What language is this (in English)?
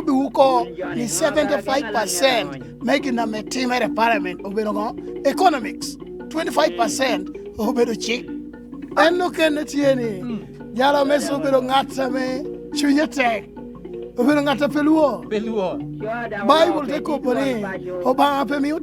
Lango (Uganda)